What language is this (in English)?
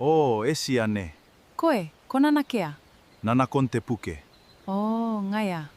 Gilbertese